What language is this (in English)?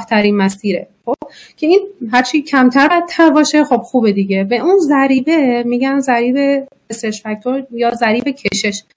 Persian